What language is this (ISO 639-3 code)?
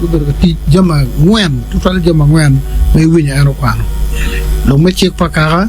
ach